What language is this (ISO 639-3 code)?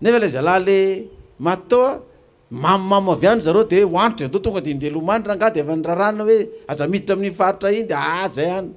mlg